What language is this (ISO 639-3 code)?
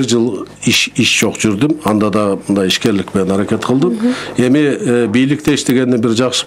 kir